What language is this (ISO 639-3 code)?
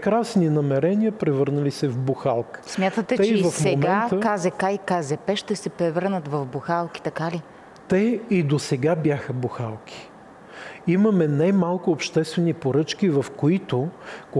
bul